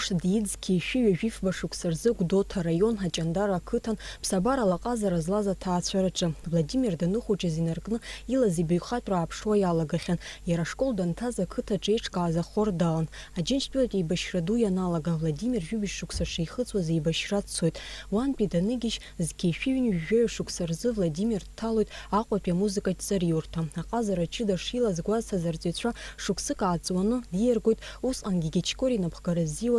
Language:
Abkhazian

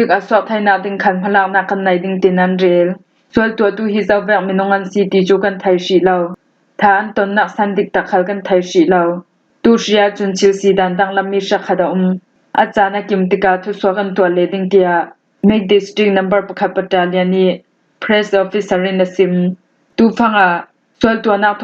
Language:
Falam Chin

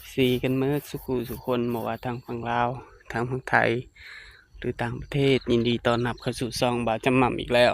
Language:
Northeastern Thai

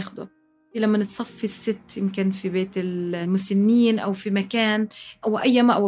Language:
North Levantine Arabic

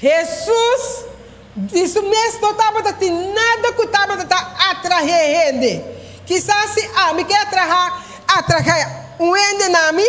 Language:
Papiamento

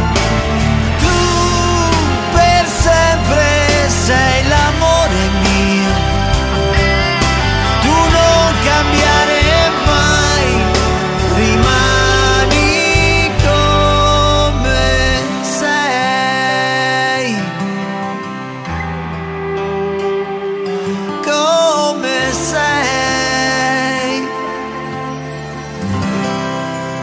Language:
Italian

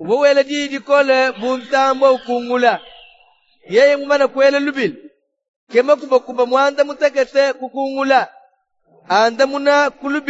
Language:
Luba-Lulua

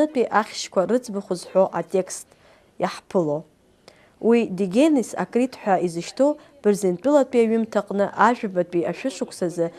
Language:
Abkhazian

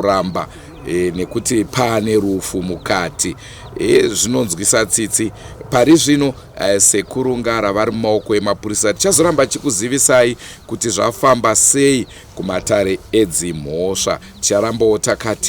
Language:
Shona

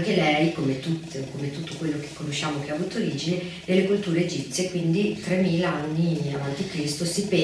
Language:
Italian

